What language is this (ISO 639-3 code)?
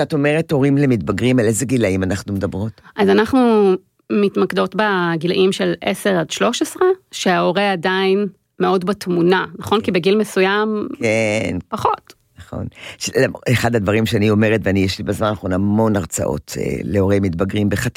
heb